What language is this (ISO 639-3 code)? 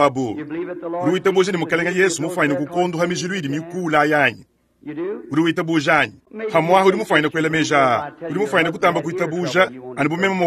lua